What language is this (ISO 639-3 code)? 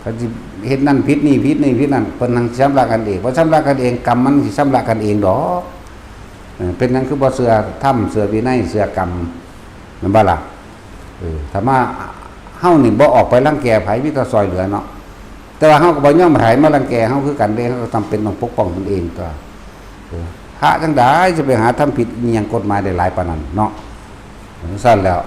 lao